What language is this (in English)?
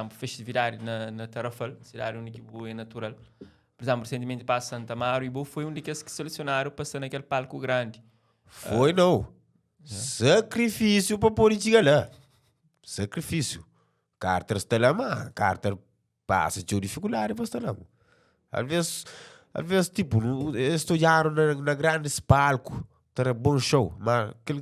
Kabuverdianu